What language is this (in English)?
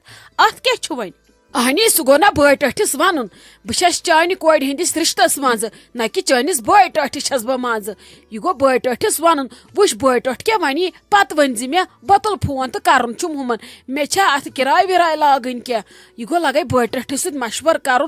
Kashmiri